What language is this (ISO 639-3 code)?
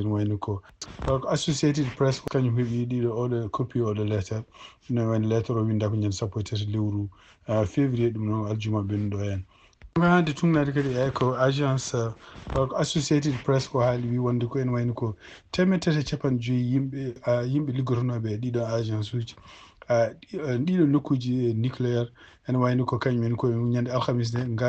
ful